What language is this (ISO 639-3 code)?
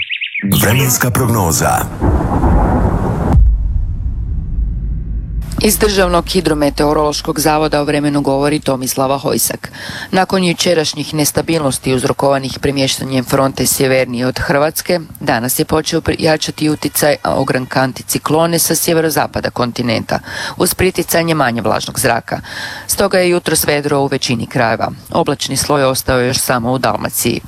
hrv